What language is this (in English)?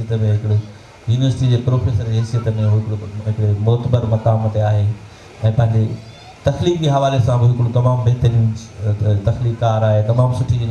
Sindhi